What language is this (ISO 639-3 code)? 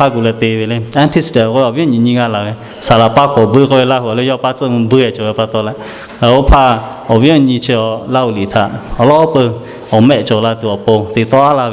lhu